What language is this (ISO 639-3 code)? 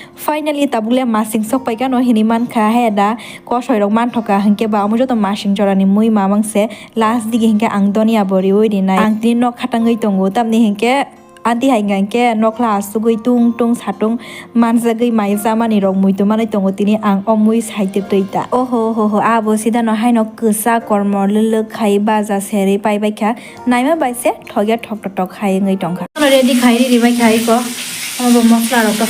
trp